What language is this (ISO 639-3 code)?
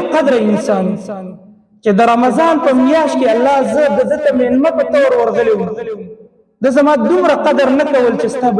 pus